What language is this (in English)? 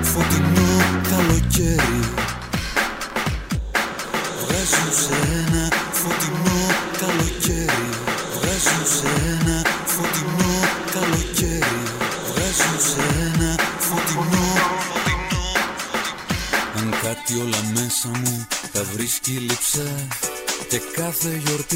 Greek